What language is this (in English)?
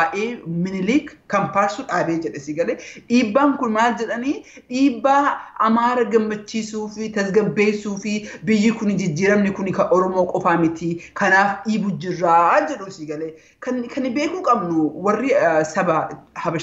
Oromo